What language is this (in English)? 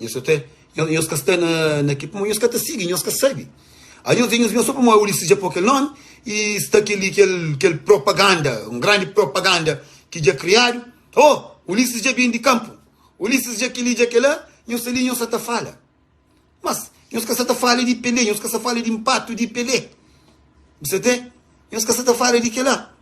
Kabuverdianu